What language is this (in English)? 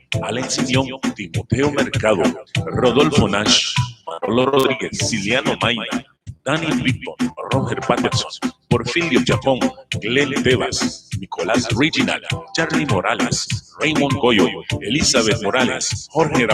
Mískito